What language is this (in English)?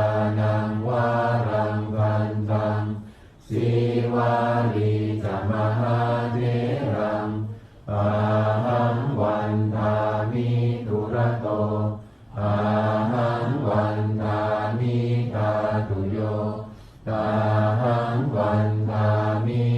Pali